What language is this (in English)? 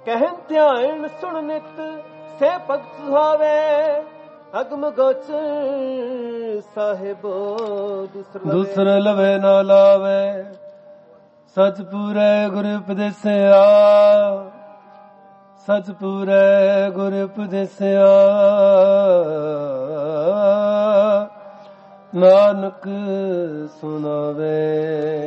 Punjabi